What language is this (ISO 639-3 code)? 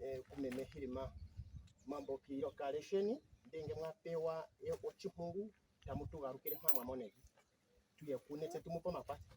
ndo